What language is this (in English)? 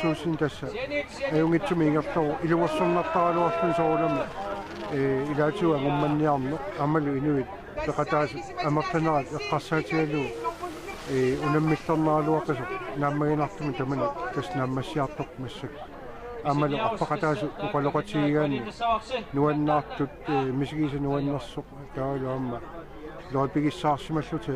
Kalaallisut